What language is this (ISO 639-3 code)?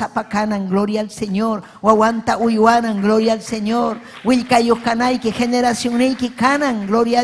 quy